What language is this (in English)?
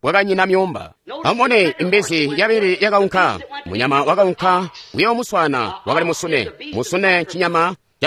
Tonga (Zambia)